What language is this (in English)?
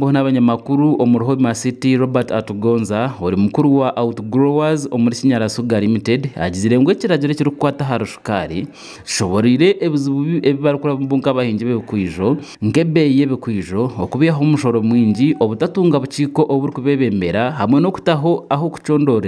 Nyankole